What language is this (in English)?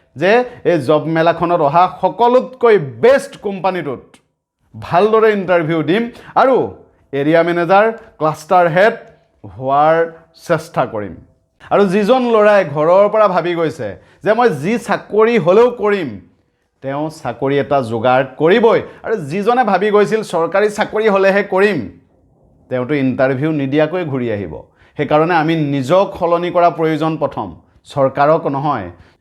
Assamese